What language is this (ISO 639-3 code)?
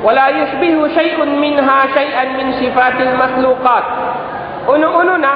tsg